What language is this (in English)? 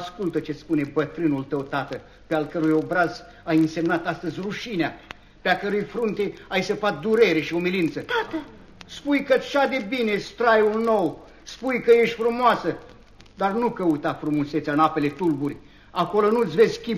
Romanian